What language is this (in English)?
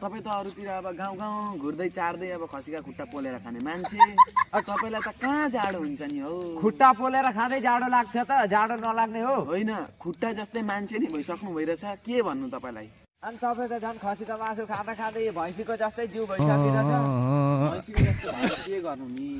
Nepali